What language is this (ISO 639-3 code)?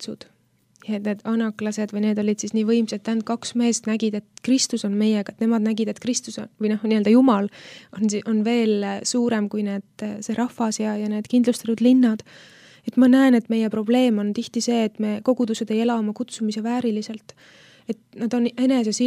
est